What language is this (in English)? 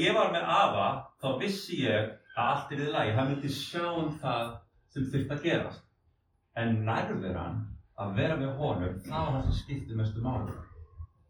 Icelandic